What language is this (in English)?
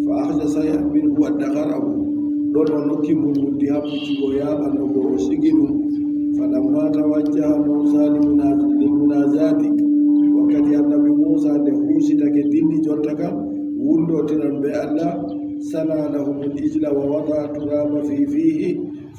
Adamawa Fulfulde